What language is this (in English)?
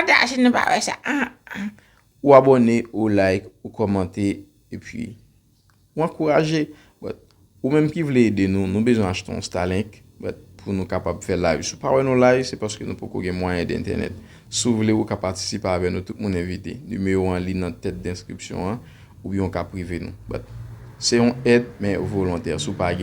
Haitian Creole